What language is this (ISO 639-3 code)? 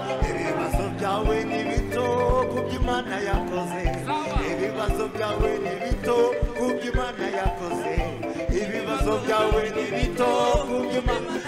kin